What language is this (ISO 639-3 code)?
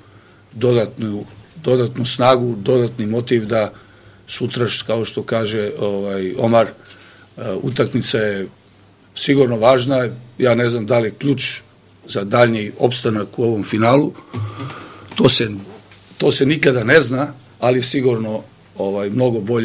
srp